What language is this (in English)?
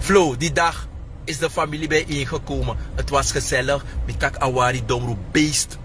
Sranan Tongo